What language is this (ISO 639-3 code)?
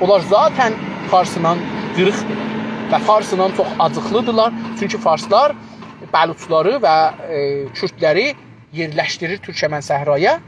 azb